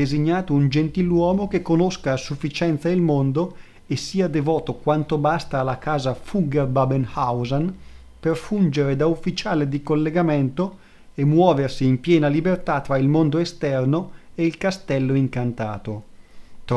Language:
Italian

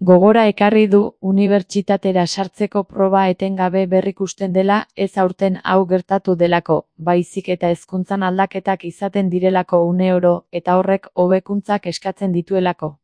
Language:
Basque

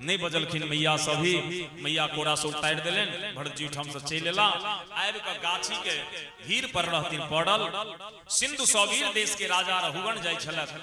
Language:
Maithili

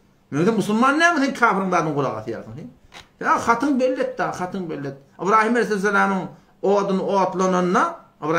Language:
Turkmen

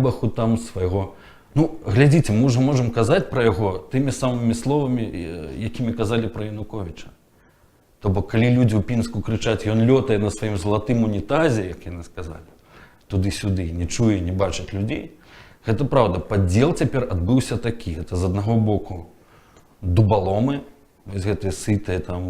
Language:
Belarusian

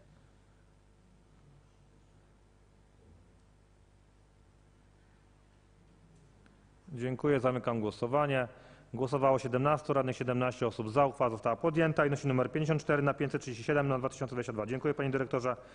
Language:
Polish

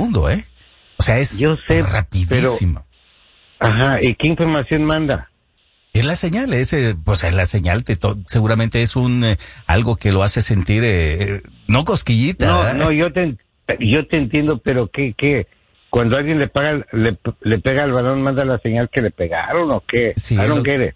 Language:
Spanish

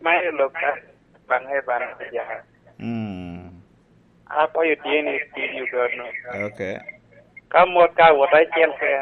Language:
Lango (Uganda)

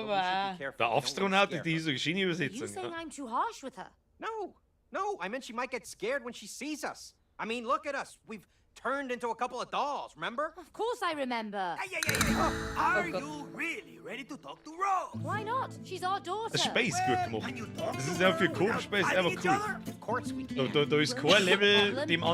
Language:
Bavarian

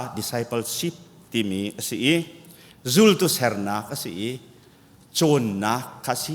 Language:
Hakha Chin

